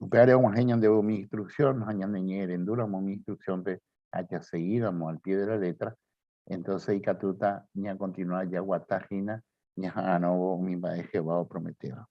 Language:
Guarani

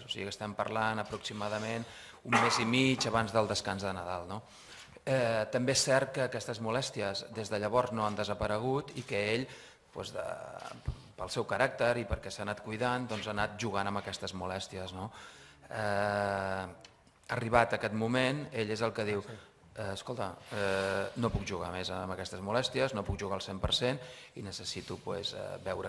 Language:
Catalan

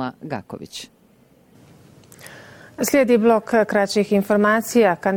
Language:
Bosnian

